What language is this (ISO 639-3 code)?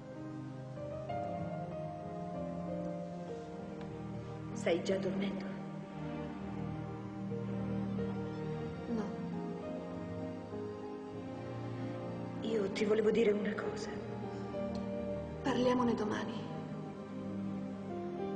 ita